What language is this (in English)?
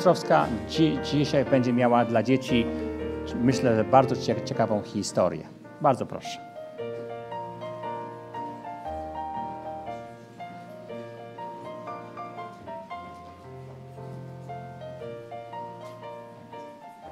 Polish